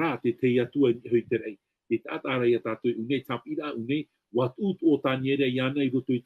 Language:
Tahitian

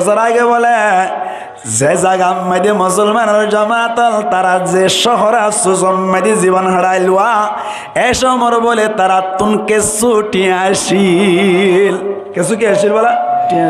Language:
Rohingya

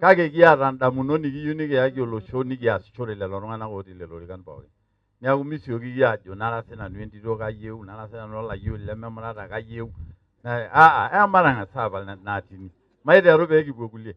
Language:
Masai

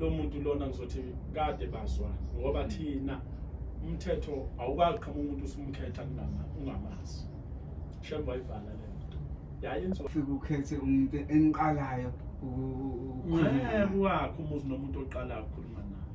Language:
Zulu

